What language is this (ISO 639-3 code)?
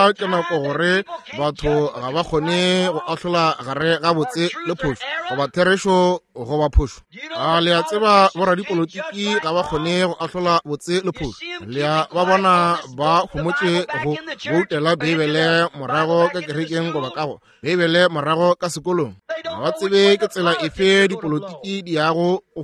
nso